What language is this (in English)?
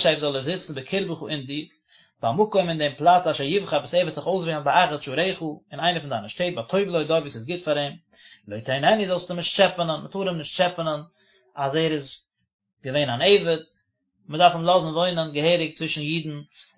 Yiddish